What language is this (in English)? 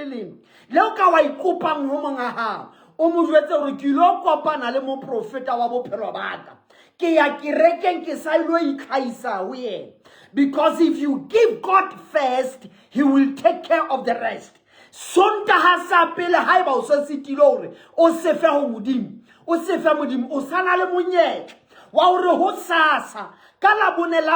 Southern Sotho